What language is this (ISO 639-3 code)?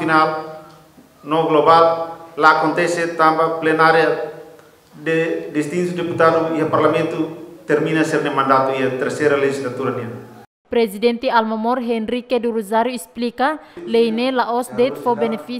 tet